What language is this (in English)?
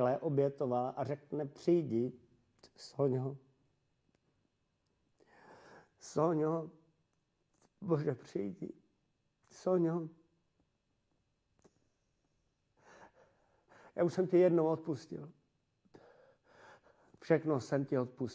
Czech